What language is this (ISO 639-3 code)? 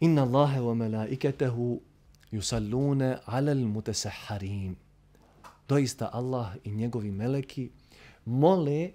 bos